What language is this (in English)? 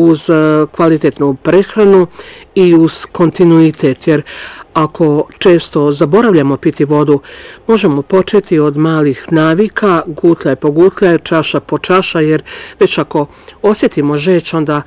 Bosnian